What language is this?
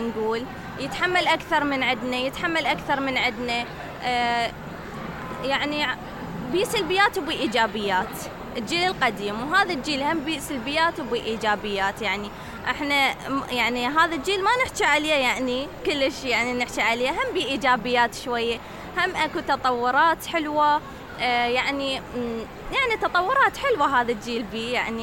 Mesopotamian Arabic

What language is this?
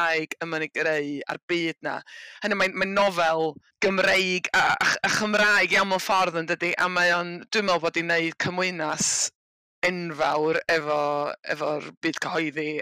Welsh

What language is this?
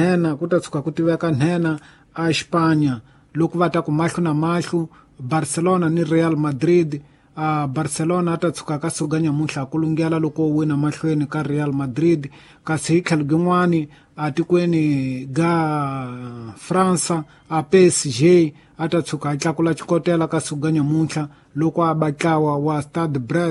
Tsonga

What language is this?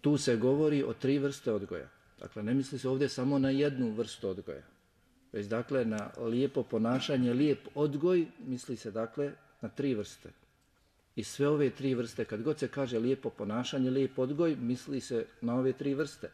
Bosnian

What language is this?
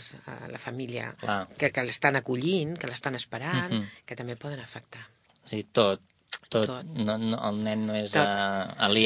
Catalan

